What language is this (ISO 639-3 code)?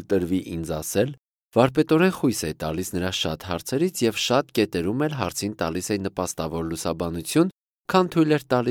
hye